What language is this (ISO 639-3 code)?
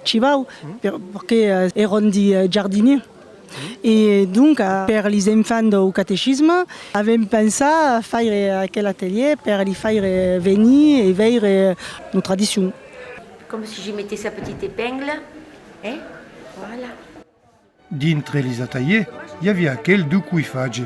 oci